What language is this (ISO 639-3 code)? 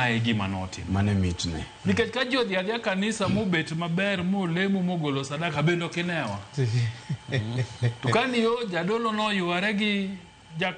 luo